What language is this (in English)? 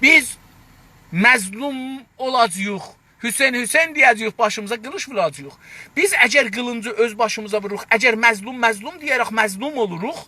South Azerbaijani